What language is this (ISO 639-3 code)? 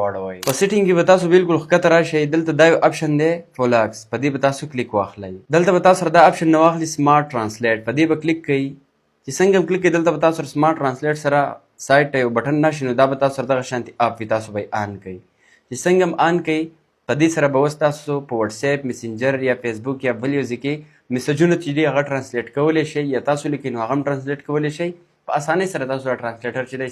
pus